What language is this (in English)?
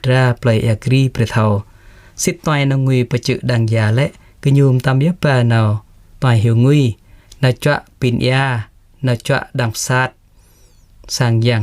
Jarai